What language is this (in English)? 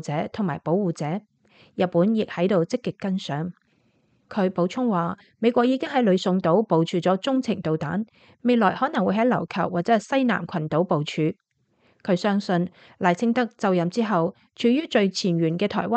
Cantonese